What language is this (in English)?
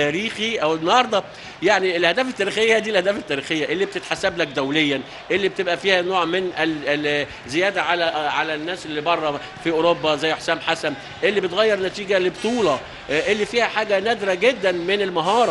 Egyptian Arabic